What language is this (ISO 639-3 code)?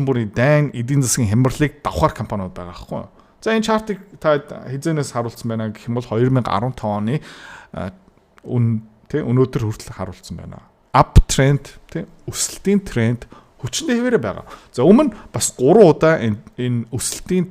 mon